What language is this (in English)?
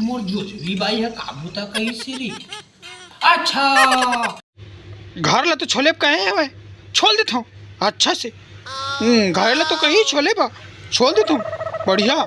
Chhattisgarhi